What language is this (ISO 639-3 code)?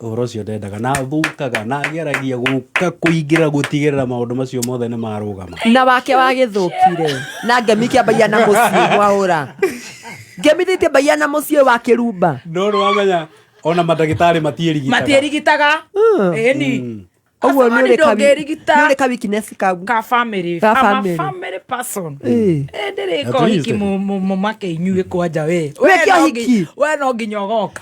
kik